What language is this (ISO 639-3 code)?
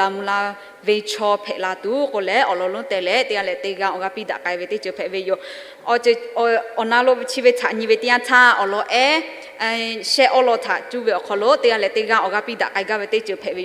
lhu